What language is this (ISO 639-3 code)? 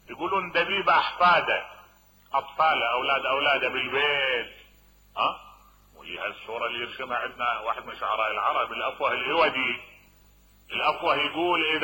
acm